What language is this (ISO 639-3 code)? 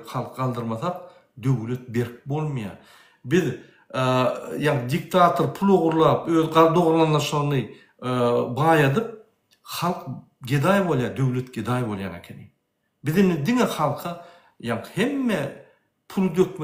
tuk